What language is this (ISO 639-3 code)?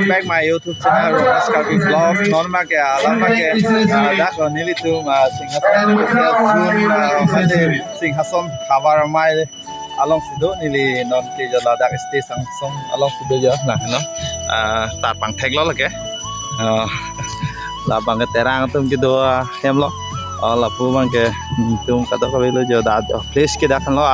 mjw